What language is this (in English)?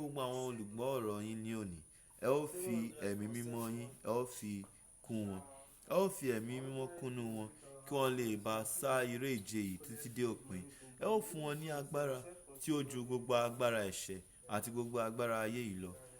Yoruba